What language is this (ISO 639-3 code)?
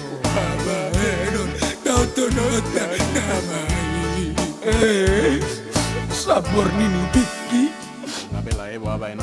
bbc